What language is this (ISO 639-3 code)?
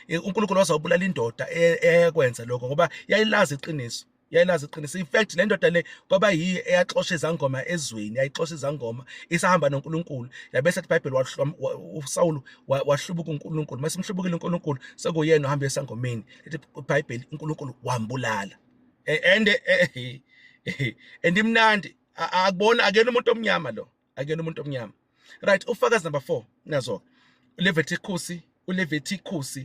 zul